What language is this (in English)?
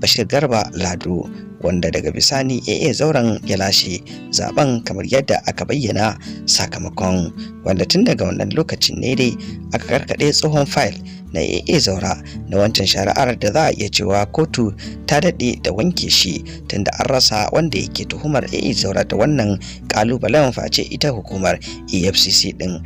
Hausa